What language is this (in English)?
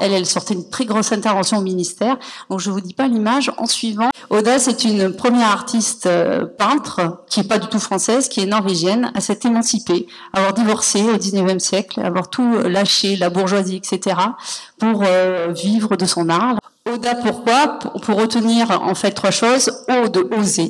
French